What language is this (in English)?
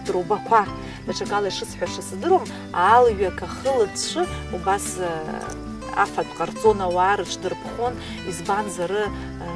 Abkhazian